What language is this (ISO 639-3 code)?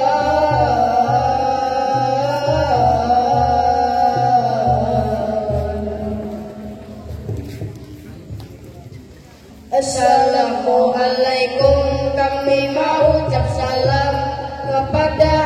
bjn